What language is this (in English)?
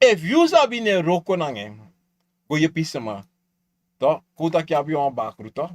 Sranan Tongo